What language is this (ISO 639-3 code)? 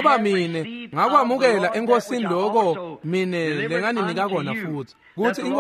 ssw